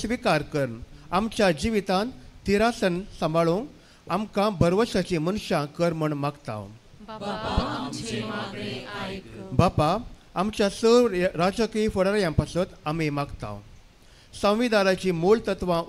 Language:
Konkani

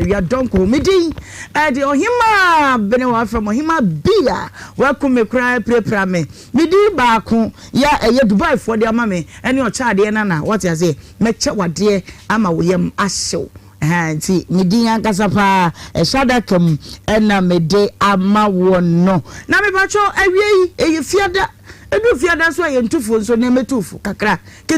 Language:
Akan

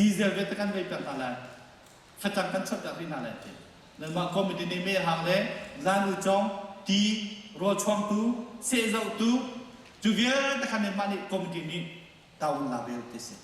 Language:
Hakha Chin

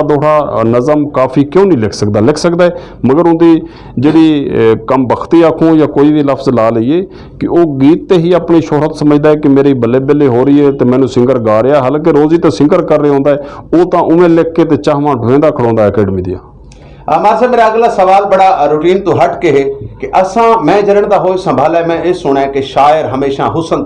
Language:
Western Panjabi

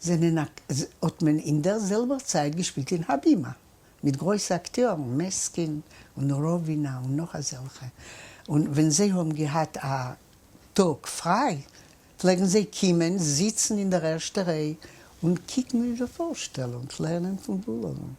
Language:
Yiddish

